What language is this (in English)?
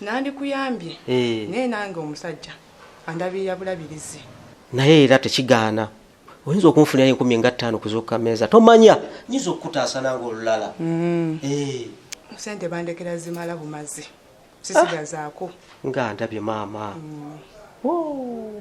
Ganda